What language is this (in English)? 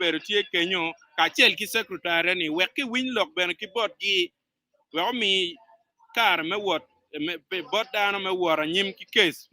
Acoli